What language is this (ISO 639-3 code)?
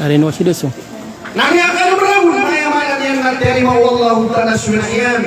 mrw